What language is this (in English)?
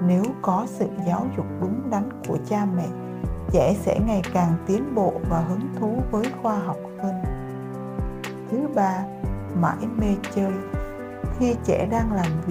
Vietnamese